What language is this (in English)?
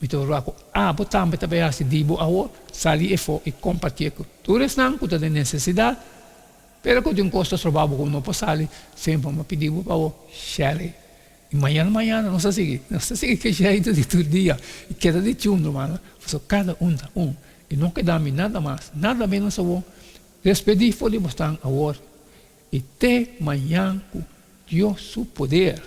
Papiamento